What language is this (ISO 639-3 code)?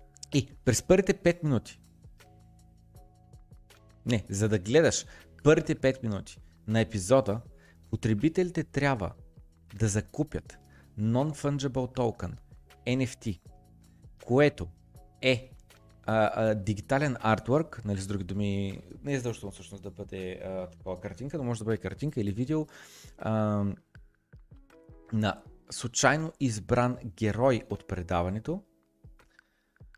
bul